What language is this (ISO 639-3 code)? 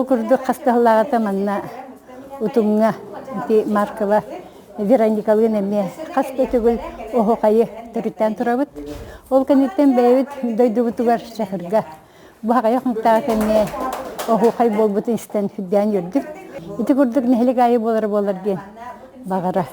sah